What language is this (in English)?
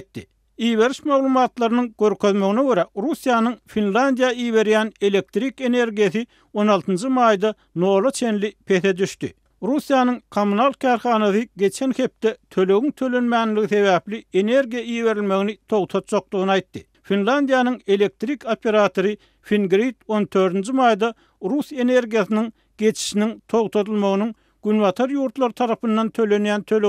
Turkmen